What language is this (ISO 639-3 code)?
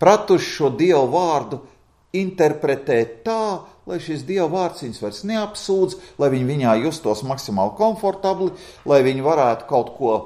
lav